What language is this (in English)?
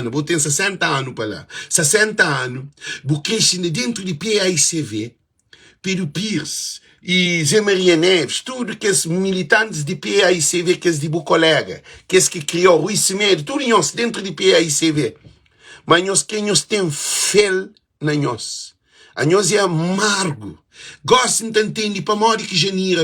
Kabuverdianu